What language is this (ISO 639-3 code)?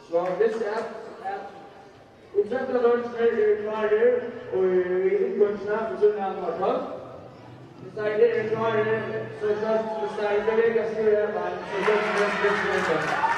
fao